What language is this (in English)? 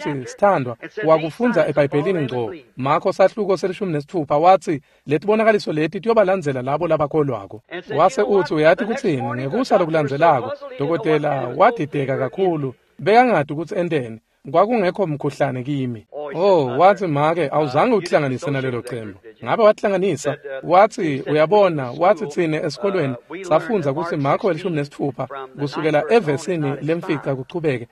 Swati